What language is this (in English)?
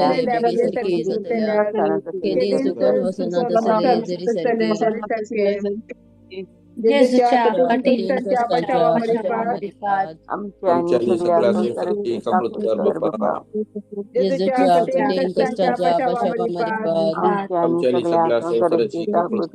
Konkani